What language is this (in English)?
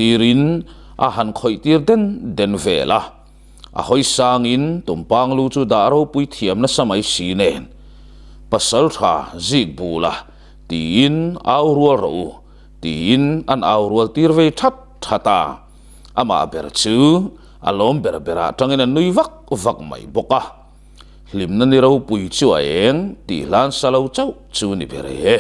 Mizo